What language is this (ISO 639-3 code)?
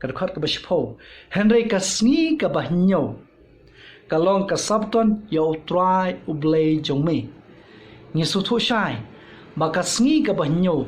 kha